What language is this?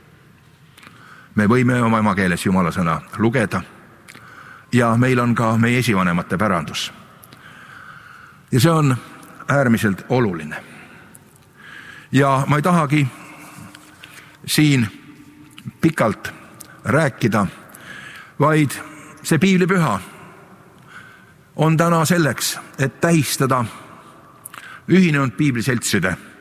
Estonian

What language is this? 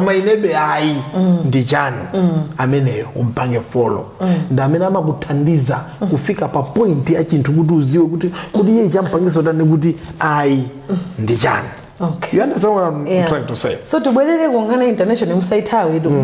Nyanja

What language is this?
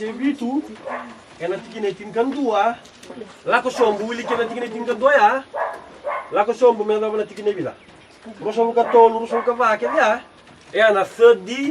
Fijian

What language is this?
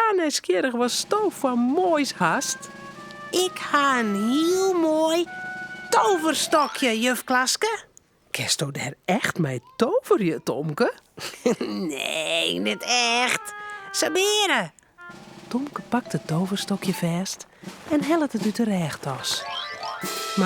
Western Frisian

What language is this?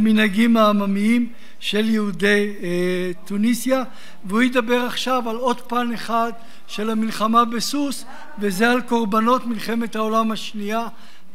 Hebrew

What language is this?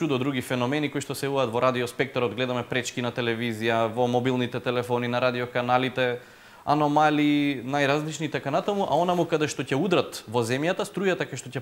Macedonian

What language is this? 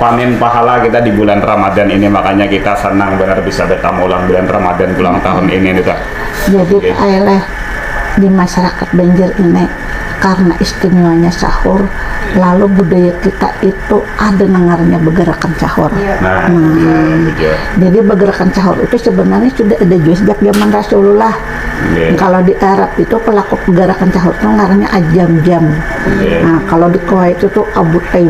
Banjar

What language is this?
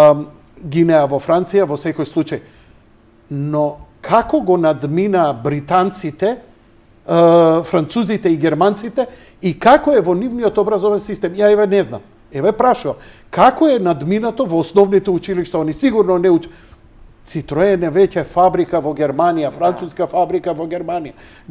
Macedonian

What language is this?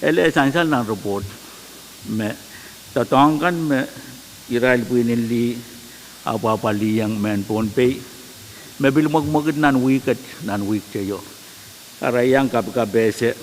Pohnpeian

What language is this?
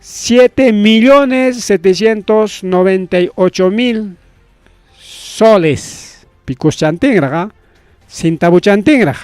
Ayacucho Quechua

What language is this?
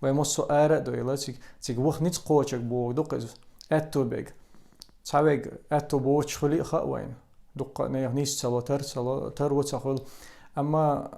Chechen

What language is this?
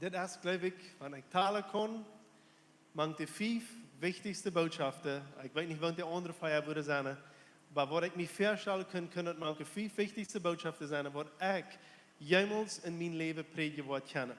Plautdietsch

